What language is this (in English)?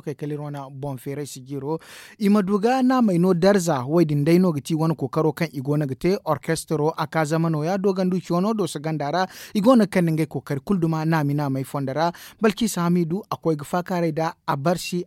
Zarma